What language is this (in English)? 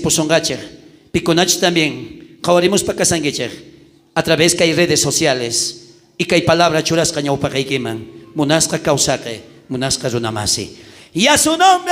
South Bolivian Quechua